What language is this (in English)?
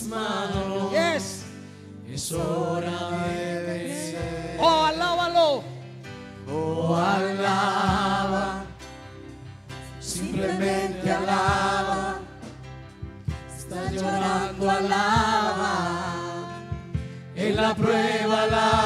Spanish